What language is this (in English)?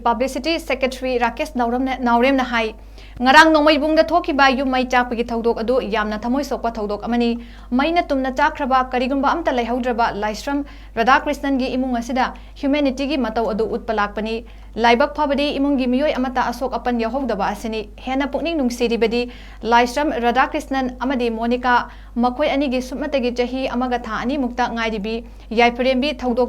Manipuri